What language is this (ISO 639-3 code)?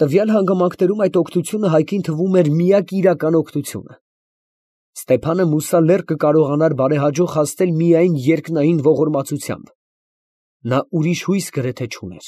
hye